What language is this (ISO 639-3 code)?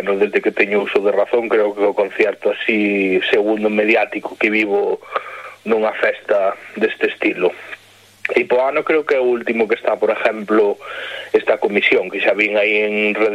glg